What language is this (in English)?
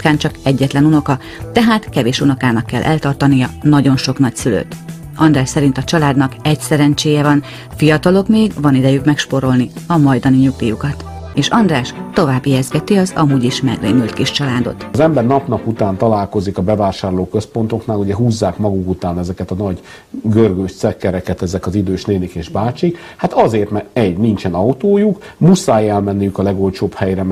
Hungarian